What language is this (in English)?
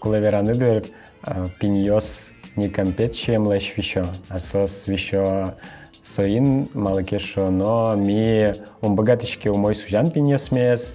Udmurt